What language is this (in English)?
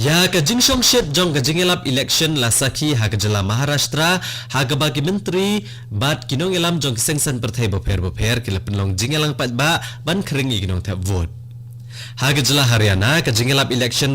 Khasi